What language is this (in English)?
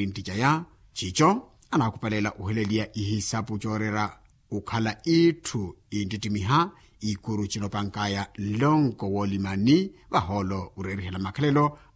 Makhuwa